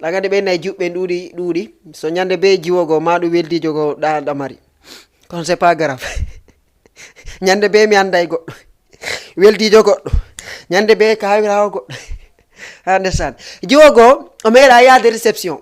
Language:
Fula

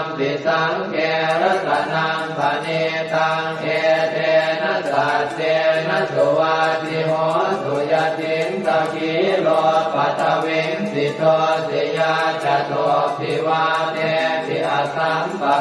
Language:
Pali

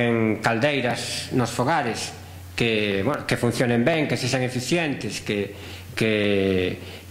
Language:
Galician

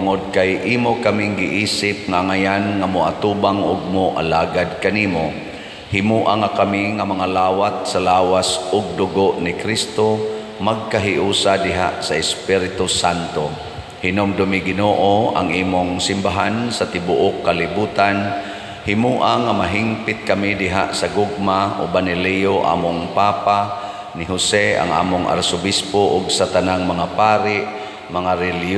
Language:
Cebuano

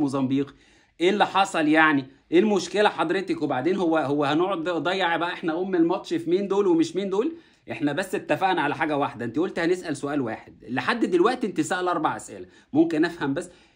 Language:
Egyptian Arabic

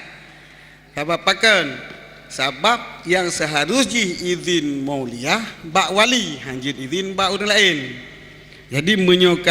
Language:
Achinese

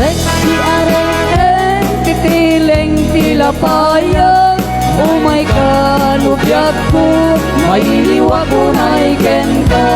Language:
Iloko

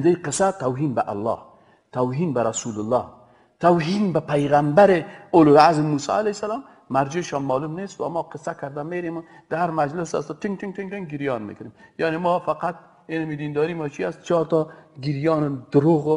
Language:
Persian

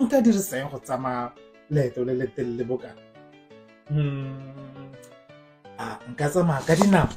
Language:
Tswana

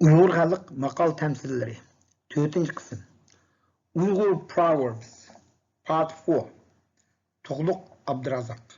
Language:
Uyghur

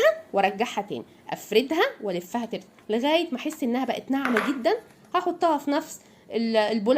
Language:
Egyptian Arabic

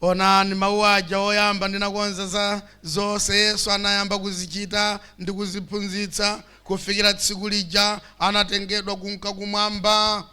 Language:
Nyanja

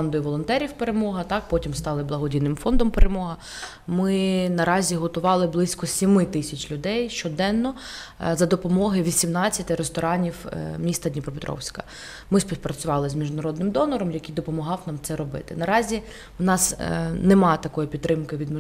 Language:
Ukrainian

